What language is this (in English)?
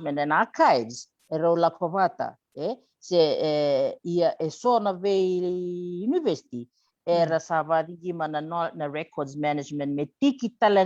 Fijian